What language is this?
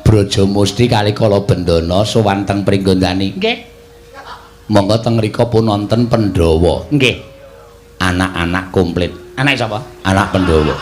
Javanese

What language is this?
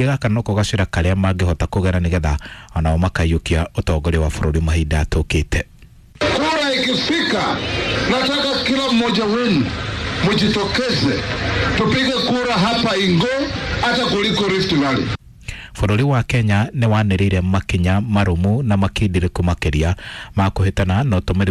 Kikuyu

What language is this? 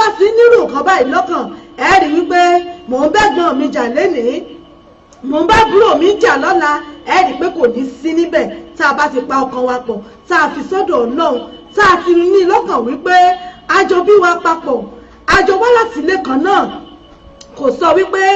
Yoruba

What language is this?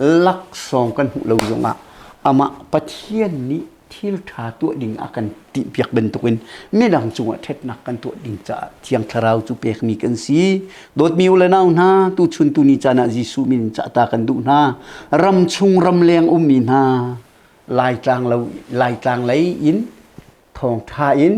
Hakha Chin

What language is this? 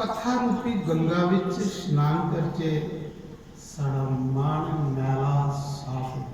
Dogri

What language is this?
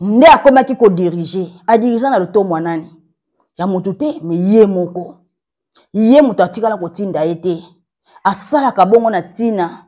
Lingala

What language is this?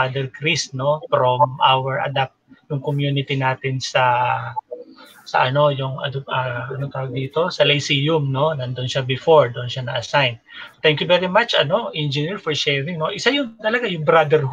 Filipino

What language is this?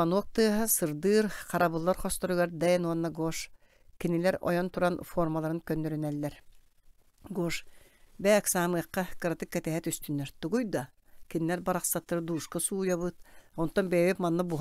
Yakut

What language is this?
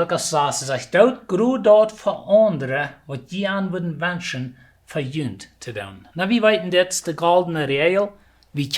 Plautdietsch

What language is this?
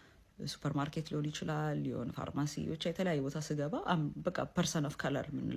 Amharic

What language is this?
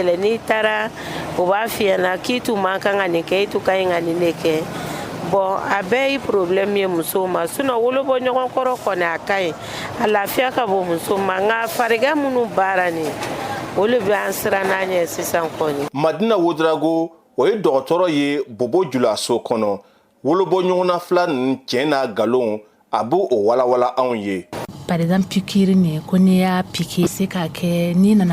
Bambara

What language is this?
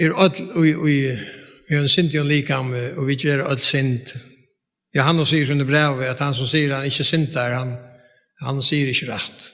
Faroese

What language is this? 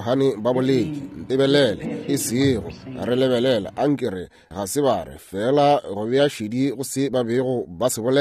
Northern Sotho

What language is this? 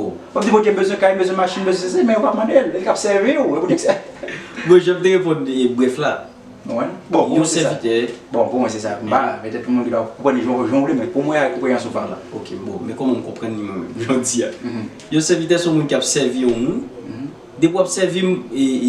Haitian Creole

